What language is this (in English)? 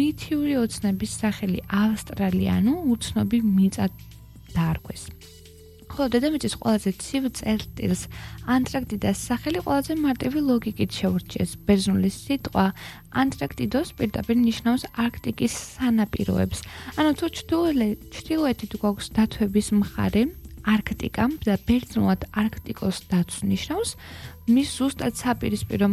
Georgian